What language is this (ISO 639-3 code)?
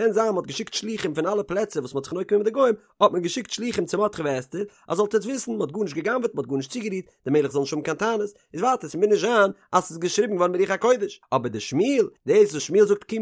yid